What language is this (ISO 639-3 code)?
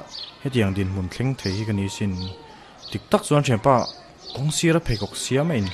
lus